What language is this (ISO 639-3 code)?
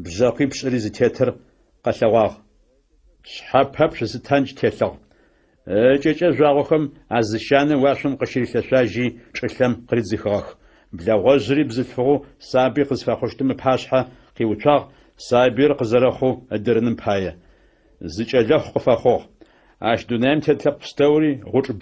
ady